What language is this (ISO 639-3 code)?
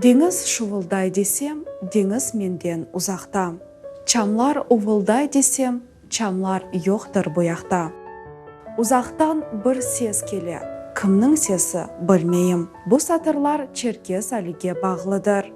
crh